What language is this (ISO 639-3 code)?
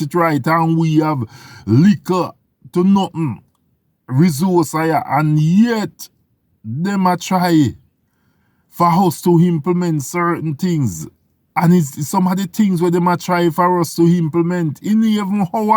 jam